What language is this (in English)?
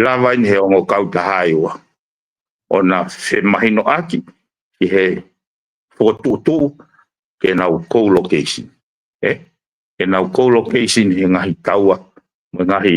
Tongan